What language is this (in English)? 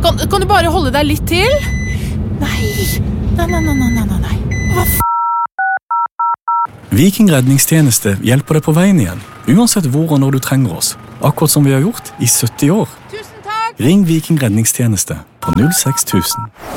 Norwegian